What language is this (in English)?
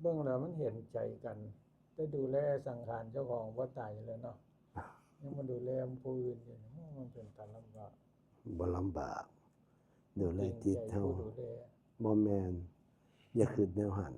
Northeastern Thai